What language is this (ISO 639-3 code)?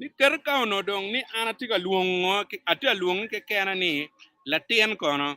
ach